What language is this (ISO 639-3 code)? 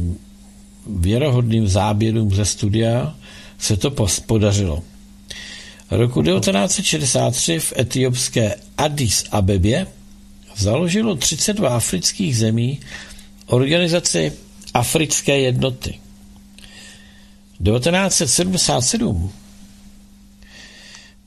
ces